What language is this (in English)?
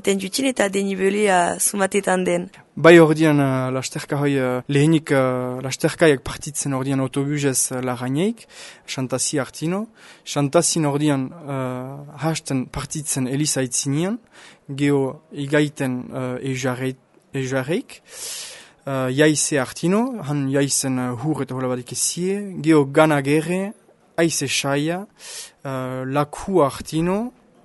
Basque